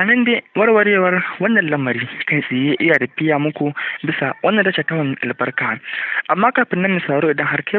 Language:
Hausa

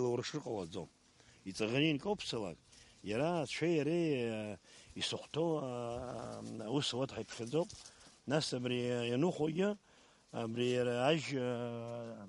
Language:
Abkhazian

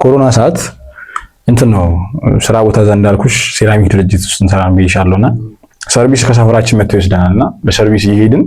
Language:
Amharic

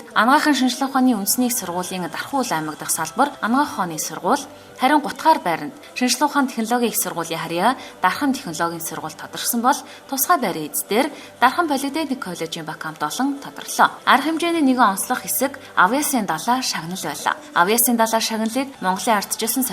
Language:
Mongolian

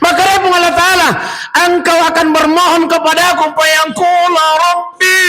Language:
Buginese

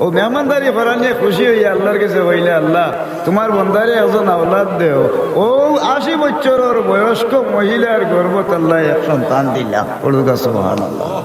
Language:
Sylheti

